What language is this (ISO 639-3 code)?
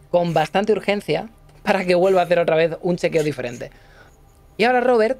spa